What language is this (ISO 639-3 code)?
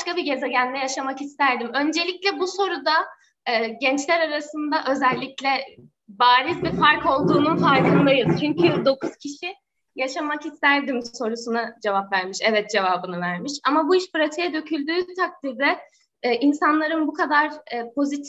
tur